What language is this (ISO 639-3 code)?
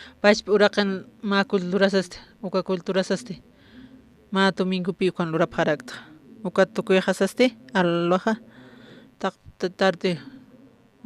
aym